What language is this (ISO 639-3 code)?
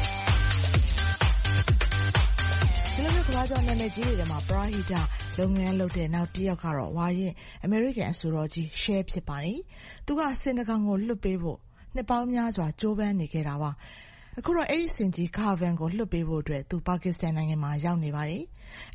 mya